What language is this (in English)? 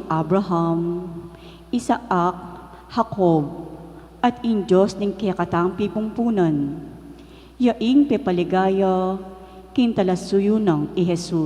Pampanga